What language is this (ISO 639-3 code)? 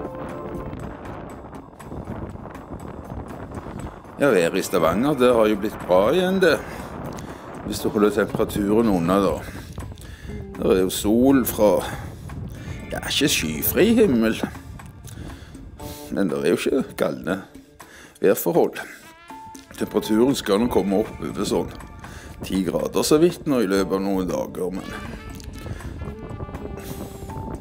nor